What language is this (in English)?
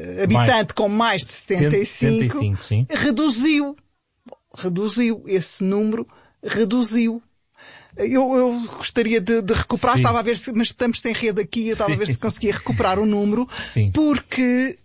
Portuguese